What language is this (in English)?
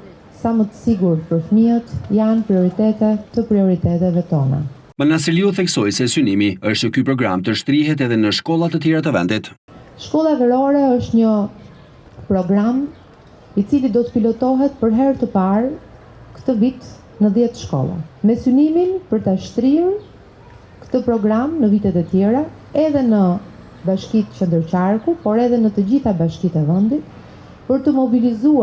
Albanian